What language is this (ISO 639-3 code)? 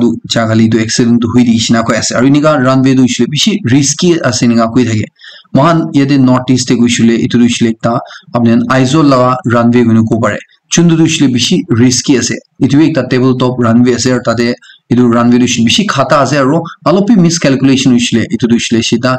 nag